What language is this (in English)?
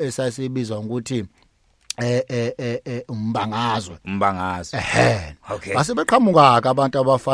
Zulu